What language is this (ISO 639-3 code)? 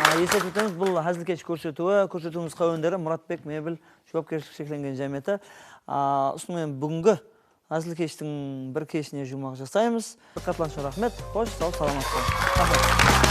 kaa